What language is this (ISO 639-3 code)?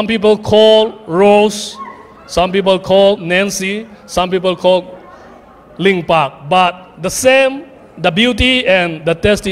ctd